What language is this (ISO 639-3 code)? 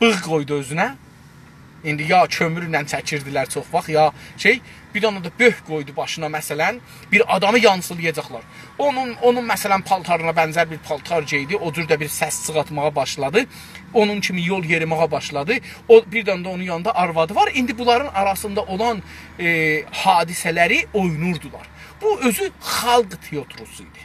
azb